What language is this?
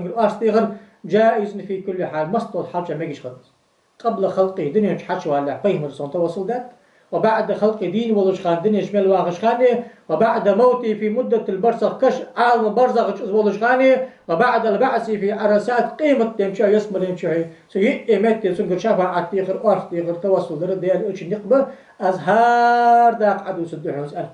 Ingush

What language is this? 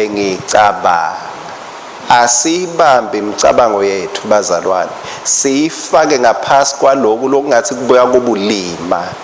Swati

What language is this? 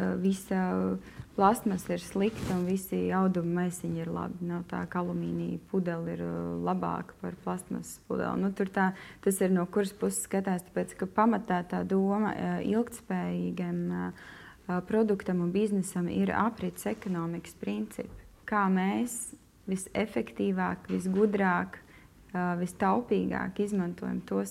Latvian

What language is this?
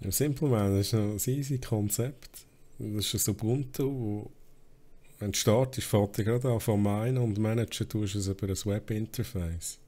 Swiss German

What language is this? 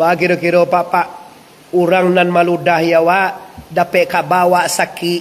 Minangkabau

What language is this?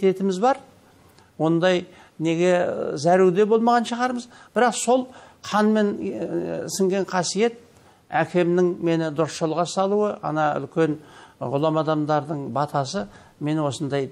Kazakh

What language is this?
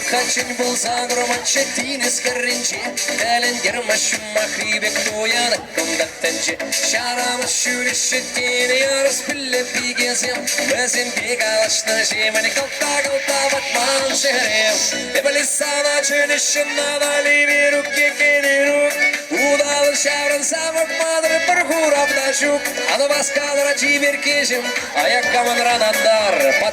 Chuvash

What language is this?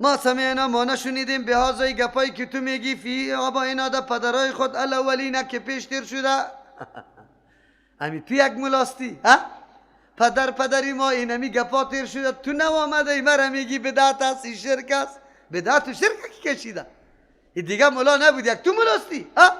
Persian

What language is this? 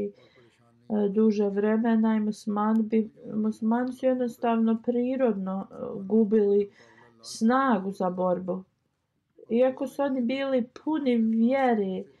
Bosnian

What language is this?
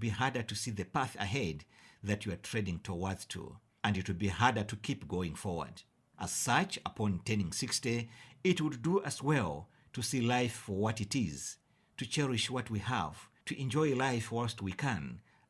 English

